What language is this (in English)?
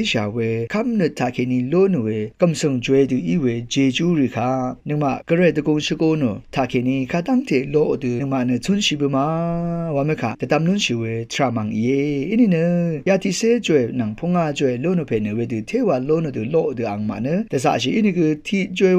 Rawang